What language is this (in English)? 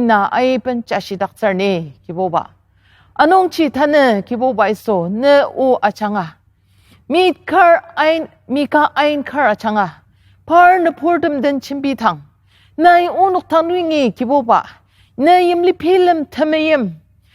Ao Naga